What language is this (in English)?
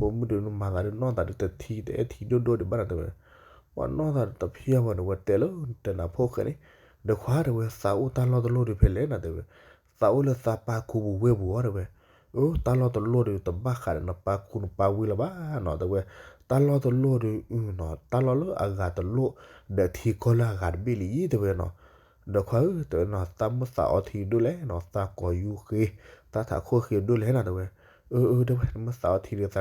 S'gaw Karen